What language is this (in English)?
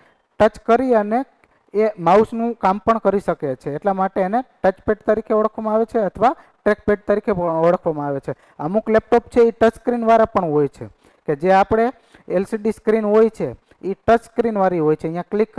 Gujarati